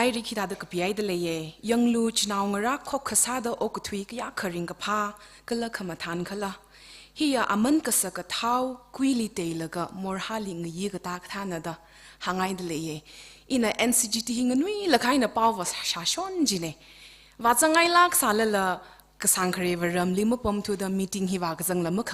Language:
Tangkhul Naga (India)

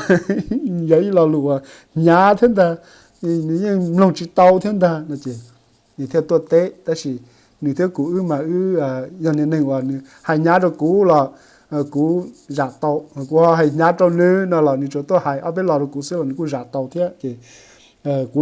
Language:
Hmong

